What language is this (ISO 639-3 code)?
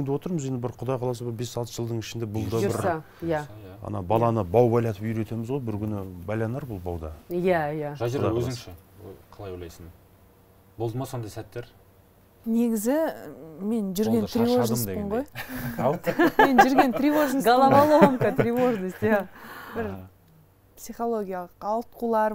kaz